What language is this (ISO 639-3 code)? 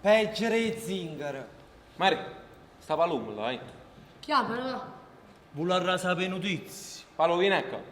nap